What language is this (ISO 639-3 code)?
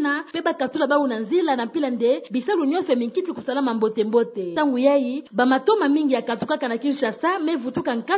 ktu